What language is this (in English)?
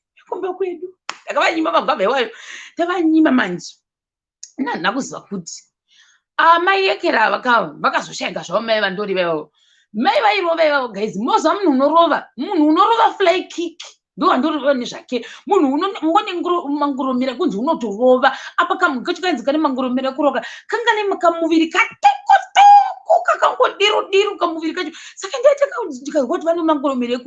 Shona